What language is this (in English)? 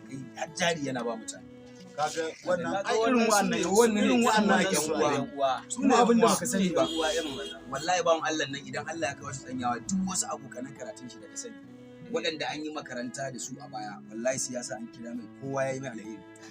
Hausa